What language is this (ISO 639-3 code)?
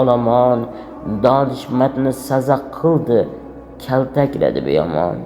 uzb